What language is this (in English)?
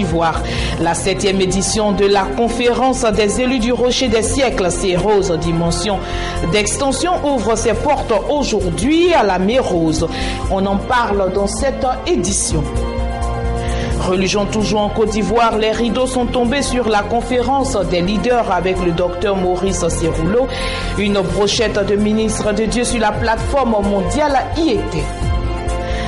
French